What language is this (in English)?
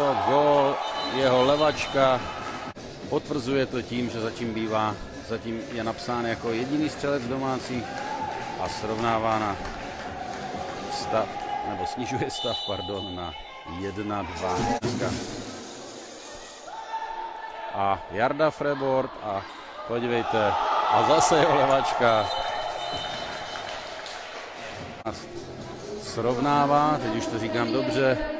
Czech